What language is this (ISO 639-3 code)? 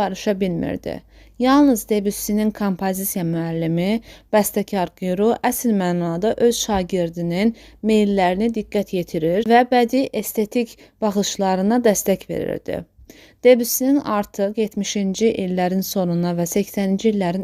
aze